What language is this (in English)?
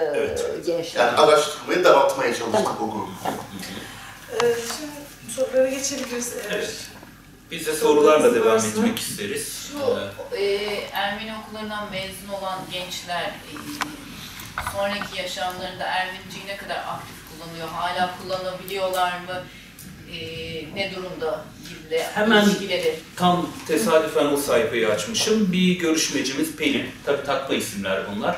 Turkish